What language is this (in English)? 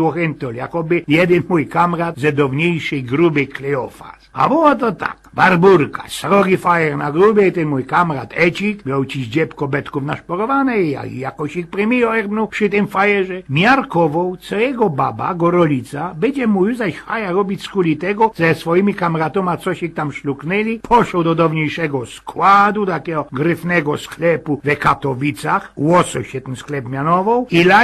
Silesian